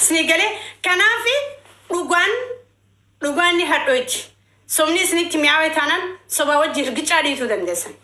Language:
Oromo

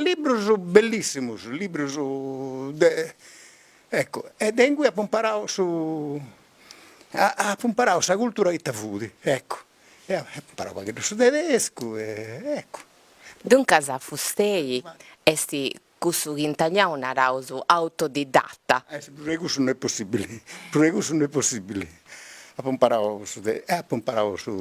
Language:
Sardinian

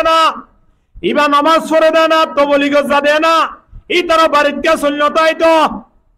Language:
Rohingya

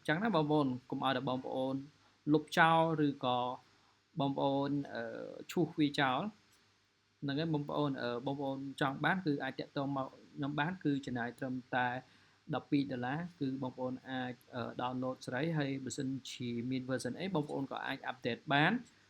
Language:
Khmer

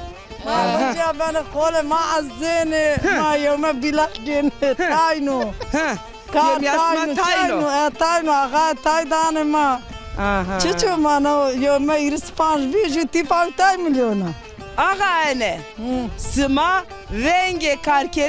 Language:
Zaza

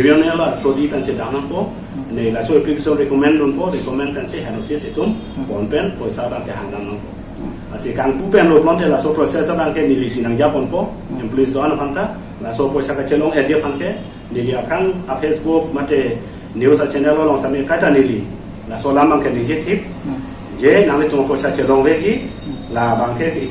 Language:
Karbi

